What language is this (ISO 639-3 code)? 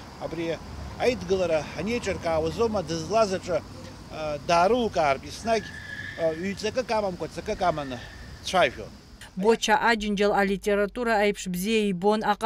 abk